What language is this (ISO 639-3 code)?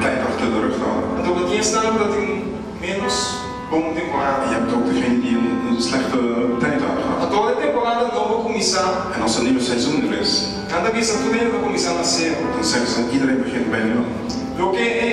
pap